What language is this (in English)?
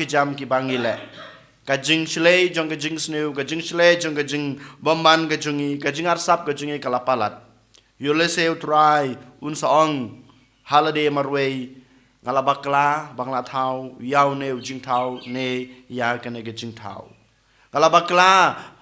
Khasi